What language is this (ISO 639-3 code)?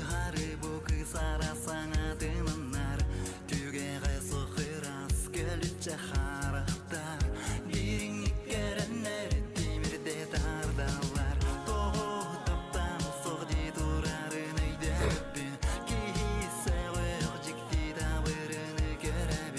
sah